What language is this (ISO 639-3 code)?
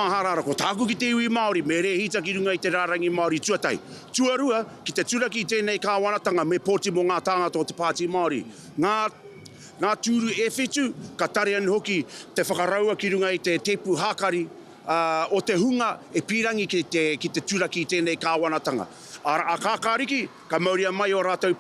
mri